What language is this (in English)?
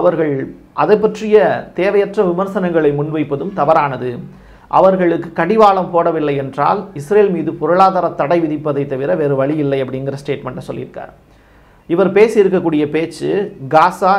Tamil